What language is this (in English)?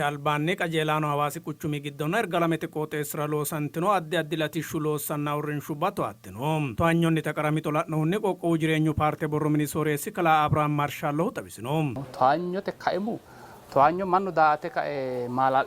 Sidamo